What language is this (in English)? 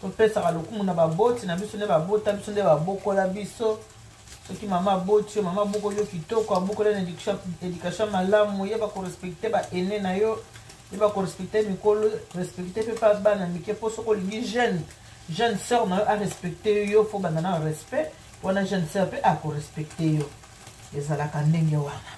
Lingala